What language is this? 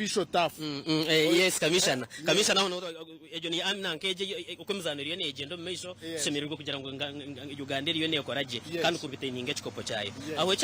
Nyankole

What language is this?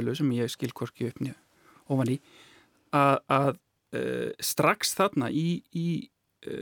Icelandic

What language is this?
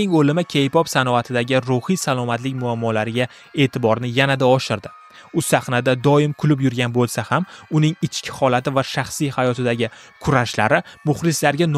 Uzbek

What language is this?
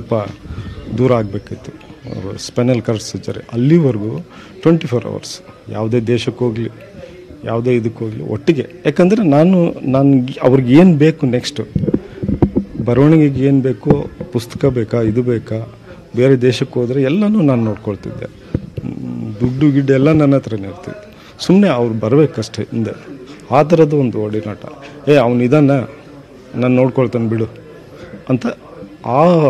Kannada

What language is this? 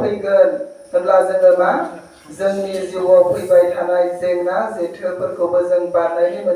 Bodo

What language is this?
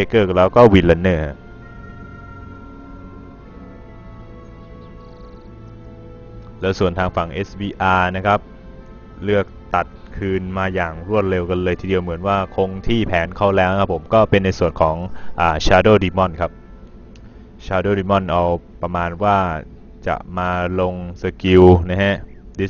Thai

